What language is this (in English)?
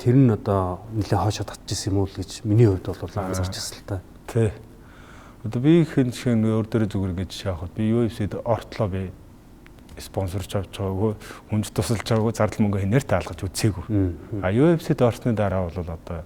Mongolian